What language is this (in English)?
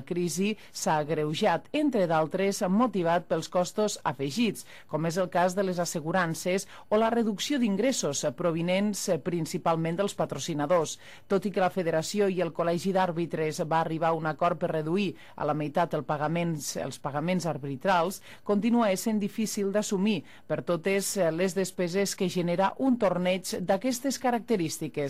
Catalan